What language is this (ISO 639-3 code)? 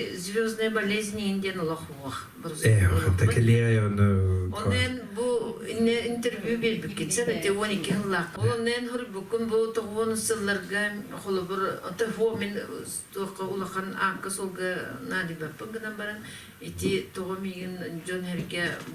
sah